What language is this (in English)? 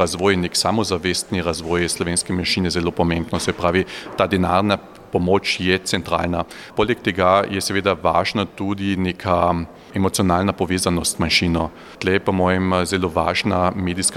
Slovenian